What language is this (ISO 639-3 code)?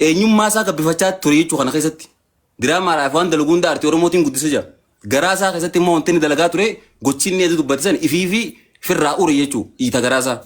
orm